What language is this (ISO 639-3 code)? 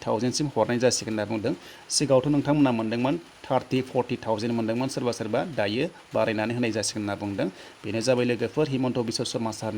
brx